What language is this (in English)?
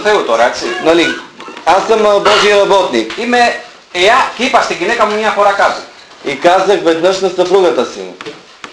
Bulgarian